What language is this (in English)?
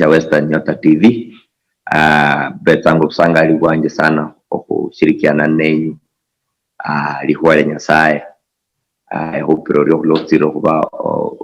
Luyia